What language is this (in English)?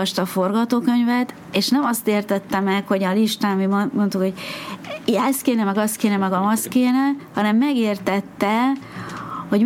Hungarian